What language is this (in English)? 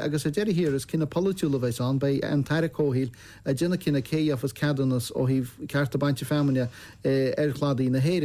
Irish